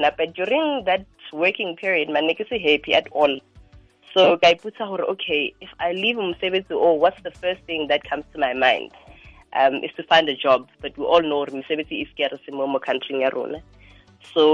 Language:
Tswana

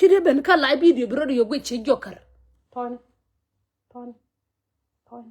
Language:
Nuer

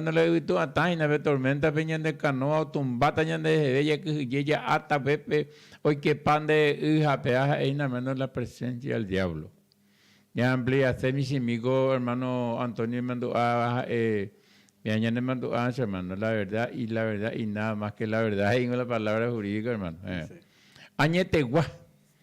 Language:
Guarani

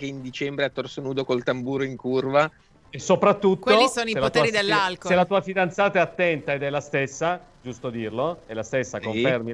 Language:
Italian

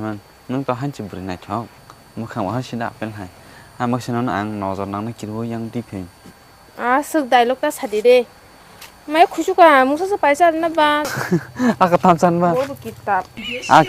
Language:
Kok Borok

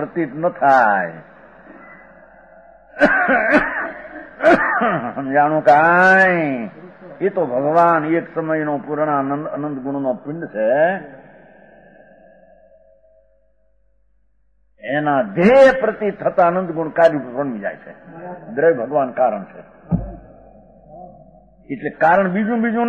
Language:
Gujarati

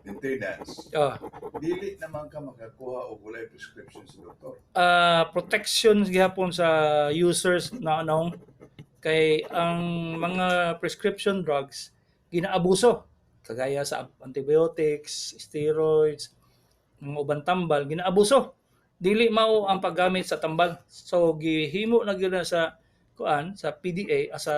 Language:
Cebuano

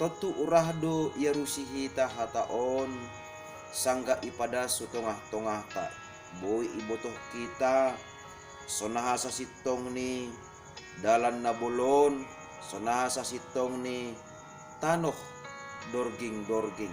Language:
Batak Simalungun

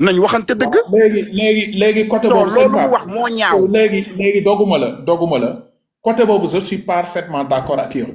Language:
Wolof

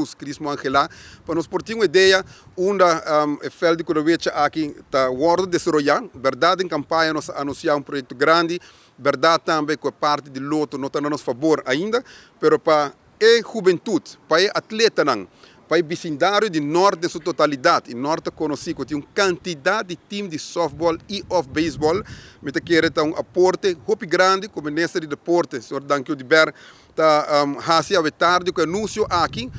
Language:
Papiamento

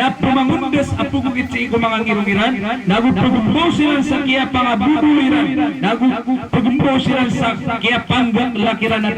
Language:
Maranao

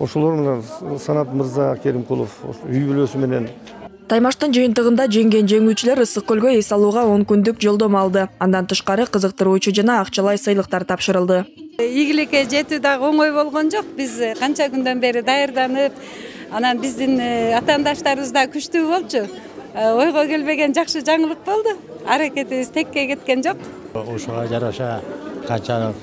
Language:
Kyrgyz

